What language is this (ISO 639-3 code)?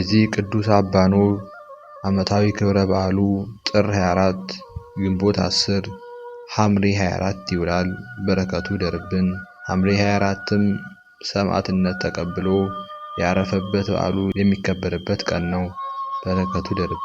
amh